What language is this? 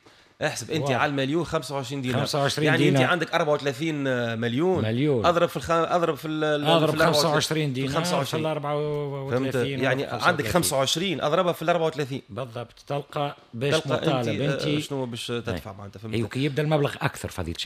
Tunisian Arabic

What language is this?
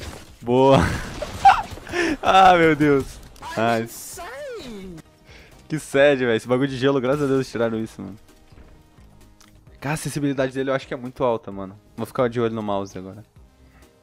Portuguese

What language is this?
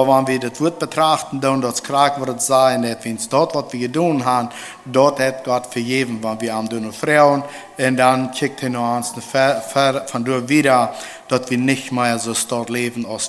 Plautdietsch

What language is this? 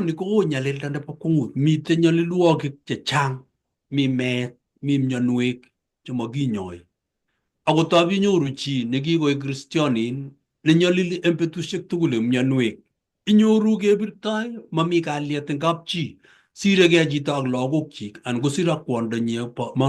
Kalenjin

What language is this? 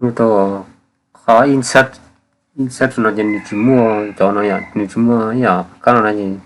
Hmong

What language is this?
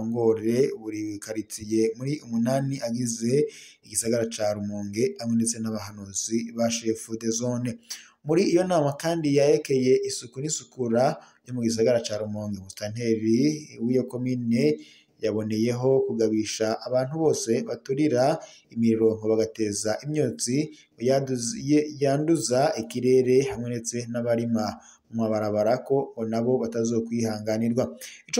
Rundi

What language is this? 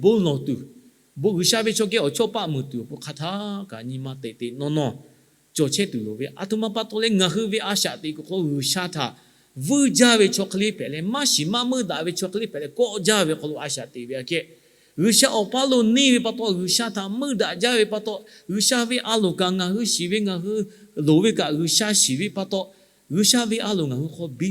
Lahu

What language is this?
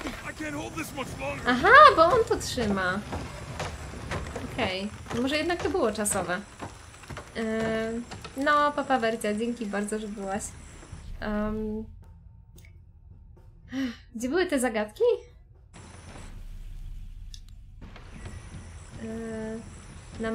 Polish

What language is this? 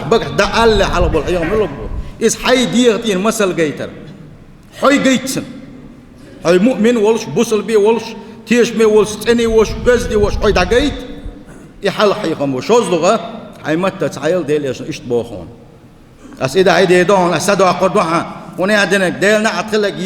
Chechen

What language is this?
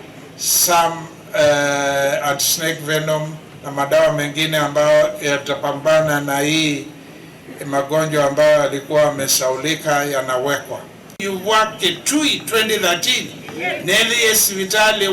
Kamba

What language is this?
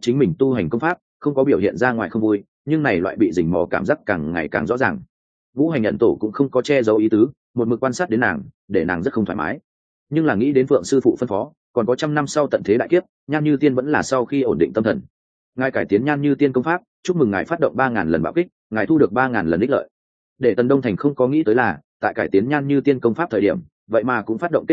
Vietnamese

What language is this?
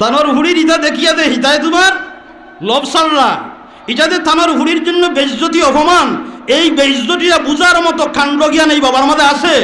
Sylheti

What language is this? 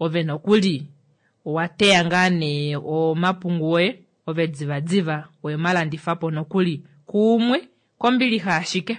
Kuanyama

